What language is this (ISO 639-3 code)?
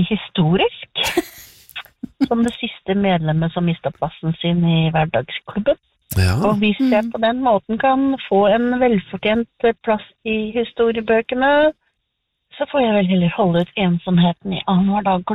nor